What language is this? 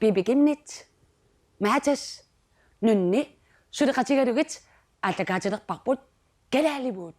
Kalaallisut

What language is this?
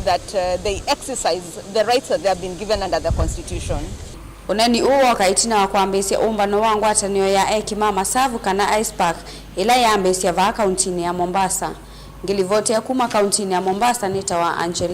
Kamba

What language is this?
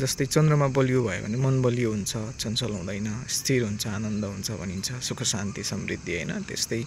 Nepali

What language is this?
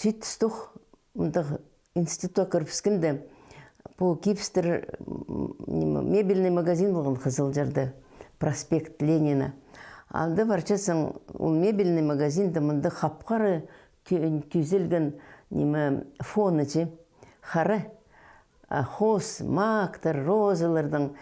Khakas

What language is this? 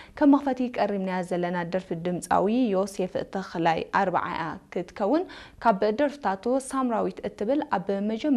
Tigrinya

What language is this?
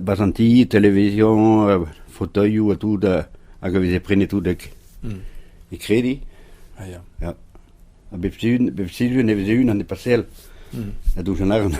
Breton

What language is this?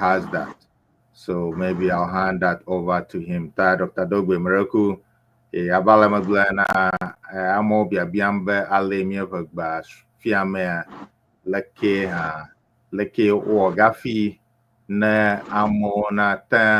Ewe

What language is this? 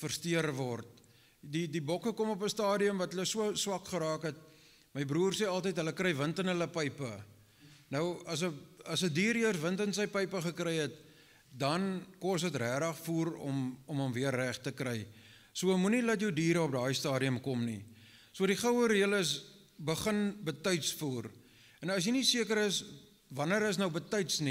Afrikaans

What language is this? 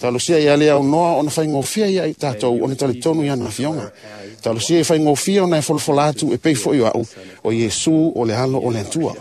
Samoan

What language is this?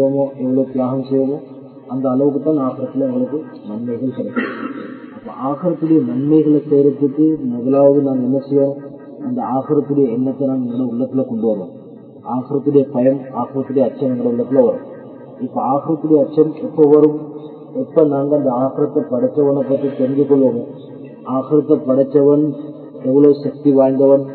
Tamil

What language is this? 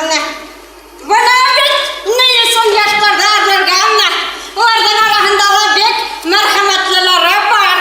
Bashkir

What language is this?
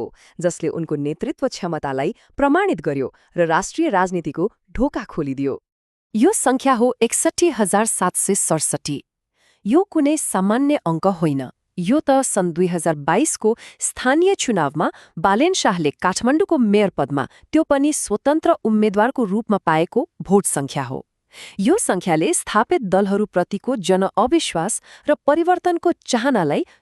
Nepali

